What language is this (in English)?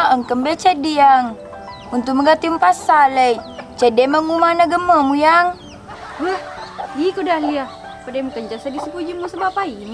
Buginese